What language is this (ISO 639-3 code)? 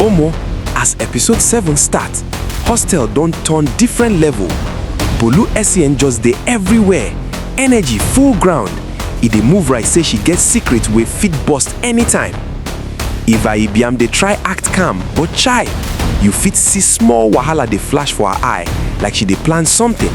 pcm